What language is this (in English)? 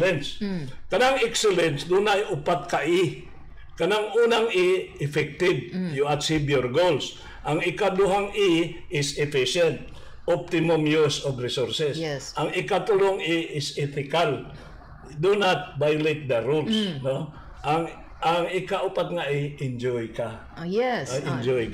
Cebuano